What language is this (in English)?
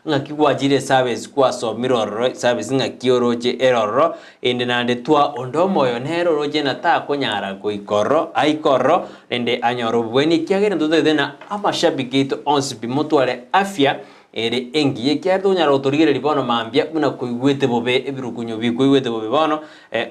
Gusii